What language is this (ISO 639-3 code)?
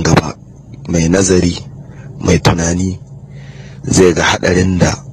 hau